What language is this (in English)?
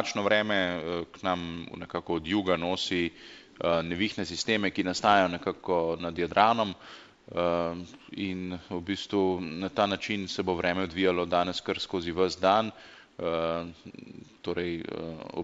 Slovenian